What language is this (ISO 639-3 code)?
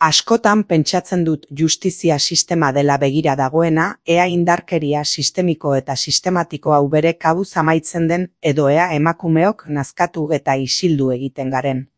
eus